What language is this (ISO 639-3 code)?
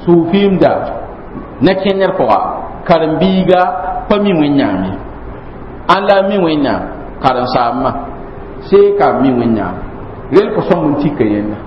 mos